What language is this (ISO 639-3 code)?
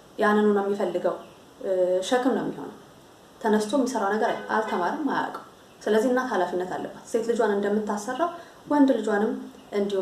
amh